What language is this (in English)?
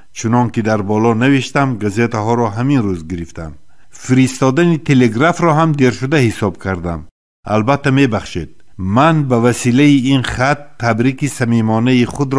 Tajik